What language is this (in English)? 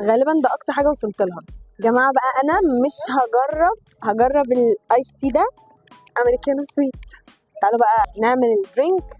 Egyptian Arabic